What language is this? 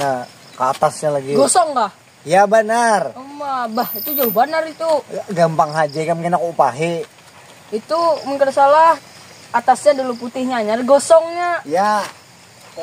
Banjar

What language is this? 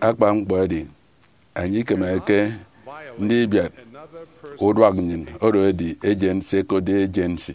Efik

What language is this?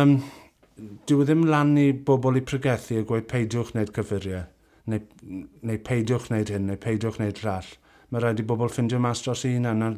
Welsh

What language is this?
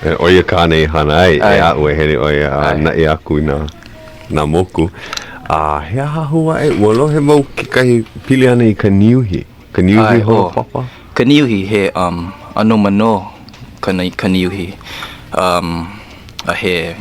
Hawaiian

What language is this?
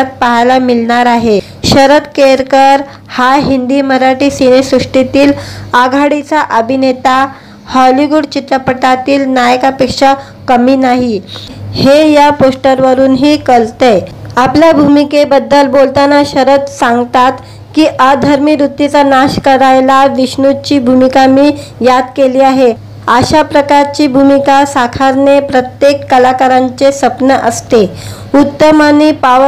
Marathi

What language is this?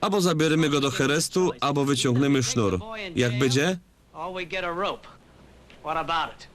Silesian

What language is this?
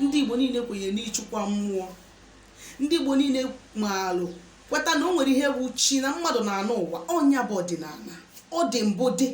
Igbo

